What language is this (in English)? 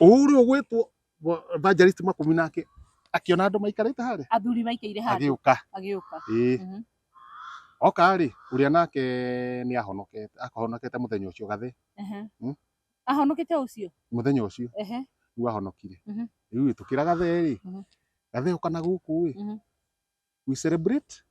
Kikuyu